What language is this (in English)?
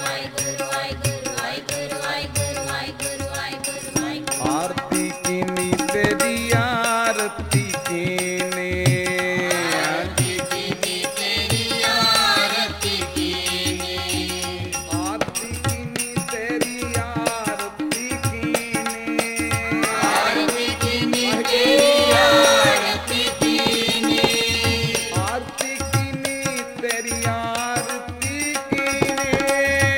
Punjabi